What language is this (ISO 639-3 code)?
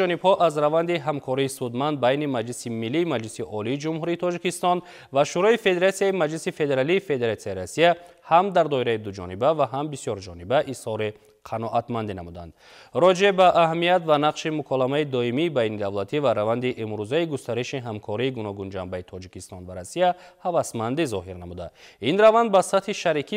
tgk